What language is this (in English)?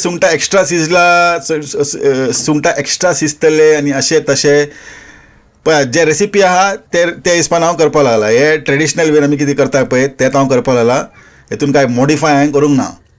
Konkani